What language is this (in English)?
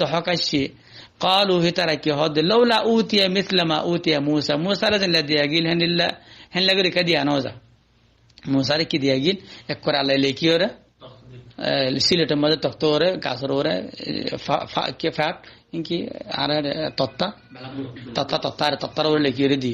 Rohingya